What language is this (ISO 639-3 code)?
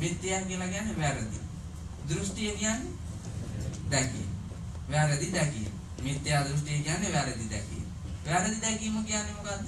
sin